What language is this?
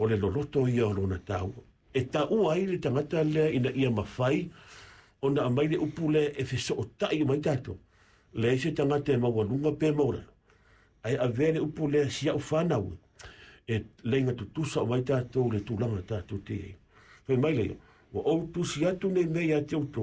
Samoan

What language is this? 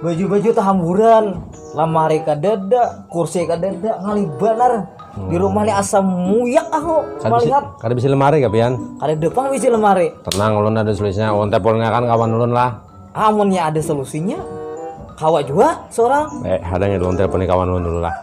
Banjar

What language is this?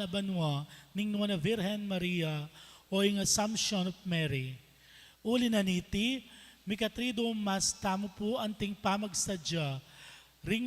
Pampanga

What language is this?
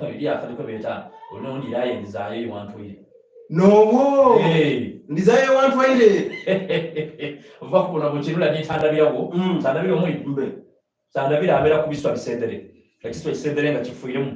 Soga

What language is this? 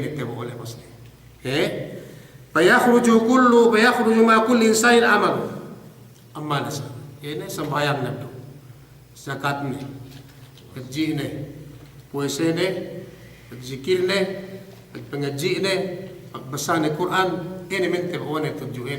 Yakan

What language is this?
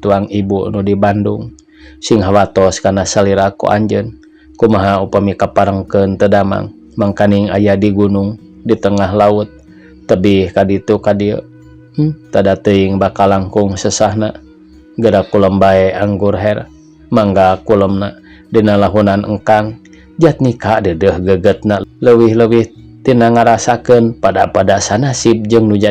Sundanese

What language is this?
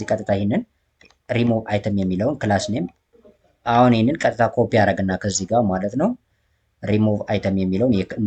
Amharic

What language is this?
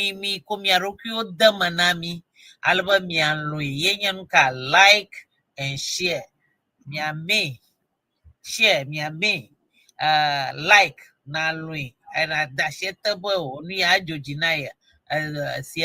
Ewe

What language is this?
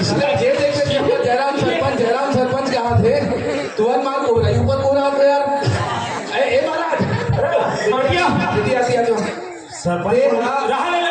Chhattisgarhi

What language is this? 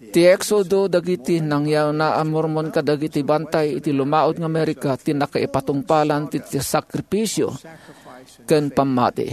Iloko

